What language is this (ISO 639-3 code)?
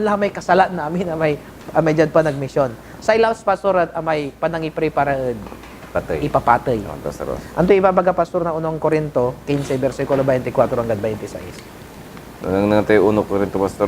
pag